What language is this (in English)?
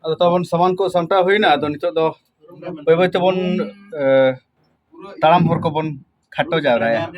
Santali